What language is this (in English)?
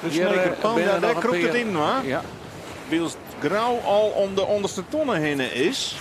Western Frisian